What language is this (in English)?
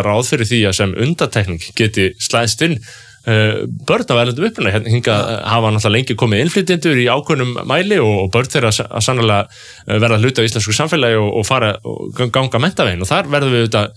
Icelandic